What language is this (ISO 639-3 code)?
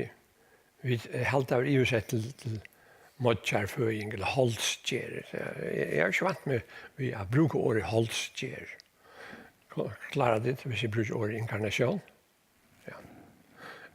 fao